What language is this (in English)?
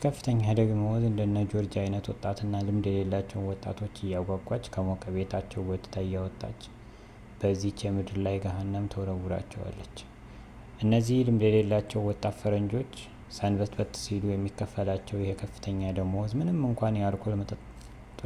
Amharic